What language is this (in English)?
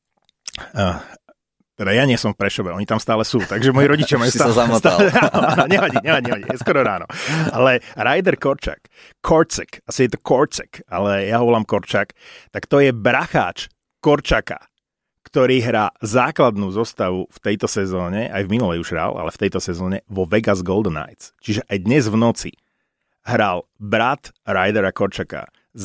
Slovak